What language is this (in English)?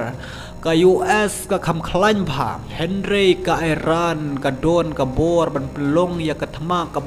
Khasi